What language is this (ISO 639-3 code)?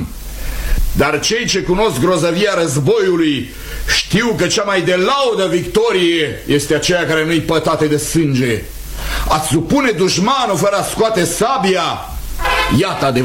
ron